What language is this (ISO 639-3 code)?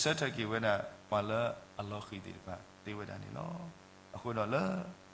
ksw